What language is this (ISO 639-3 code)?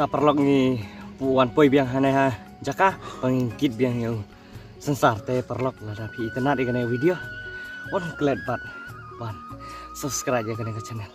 kha